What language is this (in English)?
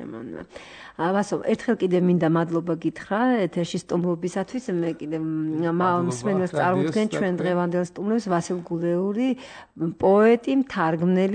Georgian